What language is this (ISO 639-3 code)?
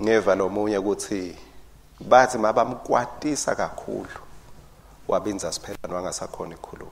ssw